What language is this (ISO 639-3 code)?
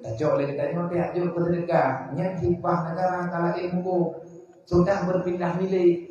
ace